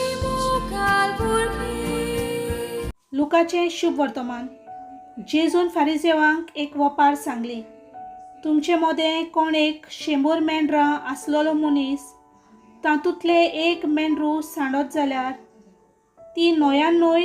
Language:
Konkani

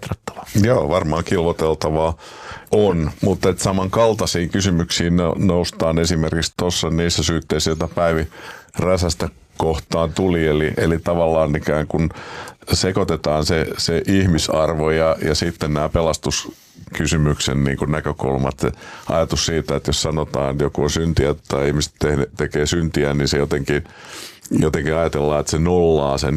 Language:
Finnish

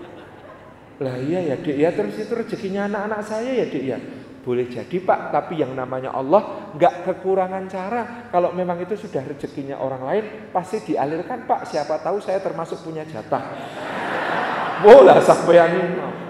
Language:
Indonesian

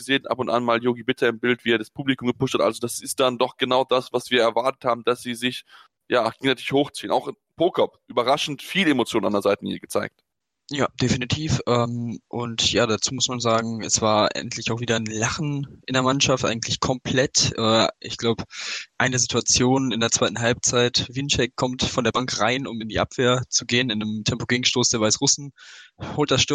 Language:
German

